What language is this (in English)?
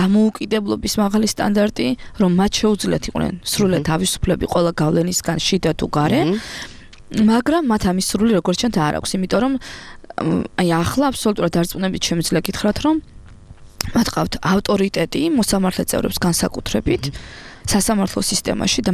Georgian